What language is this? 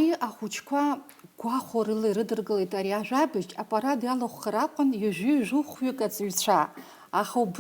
Abkhazian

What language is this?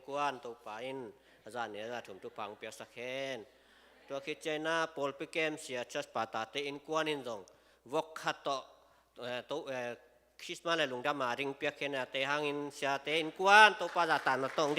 Tedim Chin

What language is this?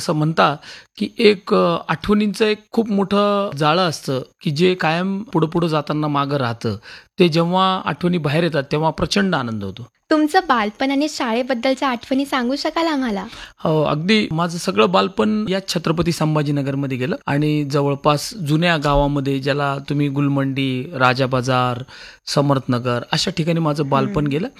Marathi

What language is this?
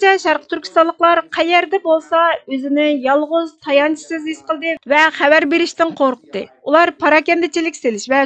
Uyghur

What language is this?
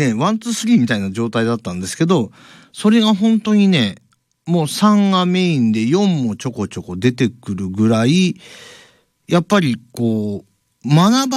Japanese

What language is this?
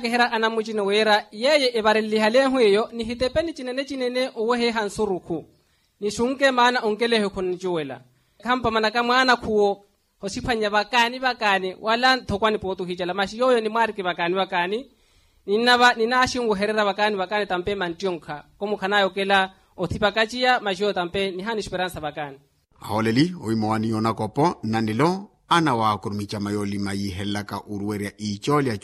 Makhuwa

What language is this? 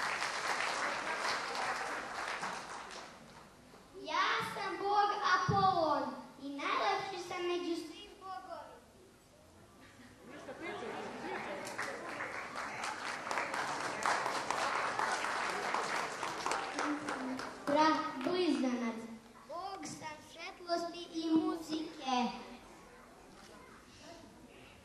Serbian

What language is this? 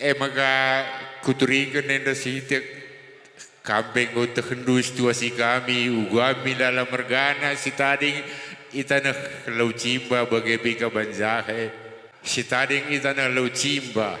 Batak Karo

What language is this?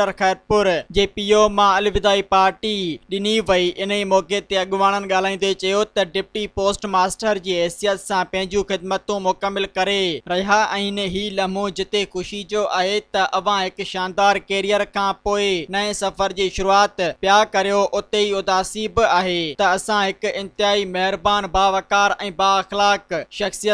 Sindhi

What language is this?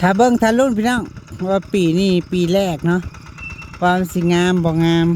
Northeastern Thai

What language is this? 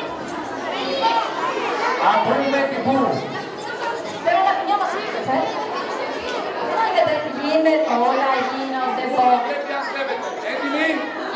Greek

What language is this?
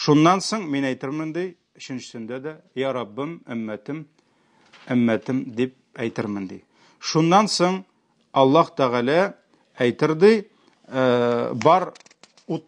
Tatar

